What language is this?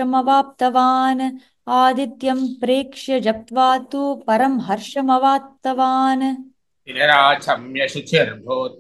Sanskrit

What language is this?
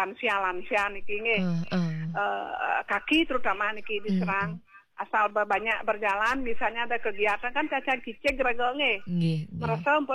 Balinese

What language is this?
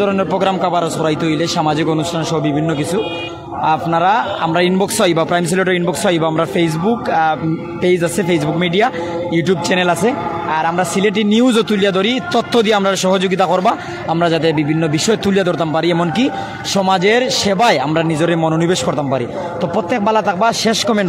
Sylheti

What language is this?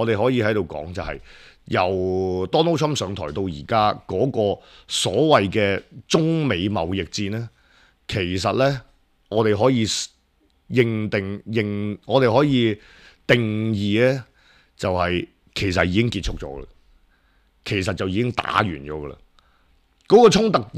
Cantonese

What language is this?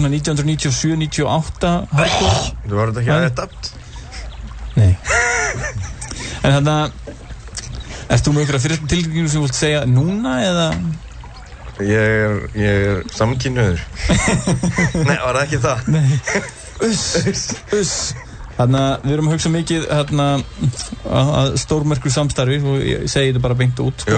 Icelandic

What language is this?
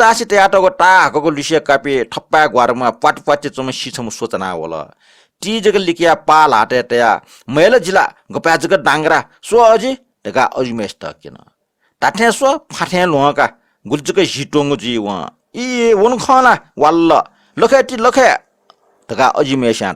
Newari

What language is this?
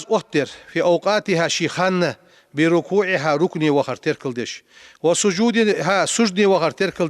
Ingush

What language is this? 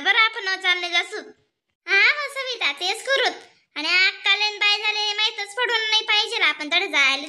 Khandesi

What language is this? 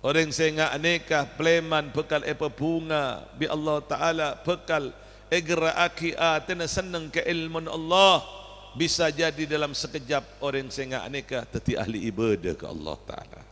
Madurese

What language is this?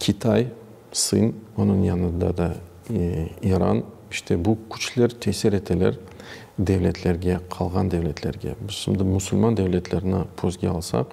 Crimean Tatar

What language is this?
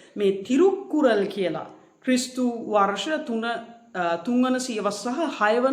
Sinhala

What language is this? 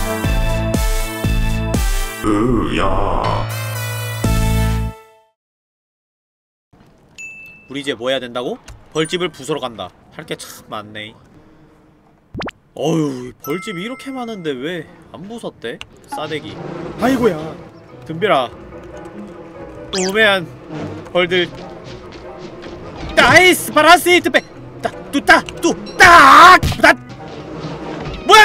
Korean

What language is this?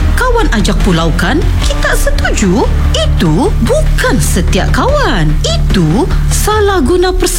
Malay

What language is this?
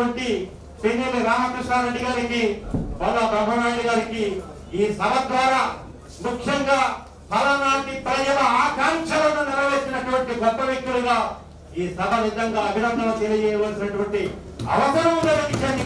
Telugu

